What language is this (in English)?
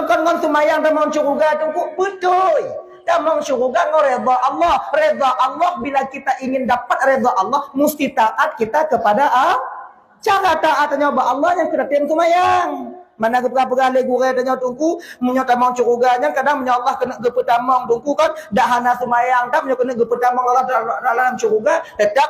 Achinese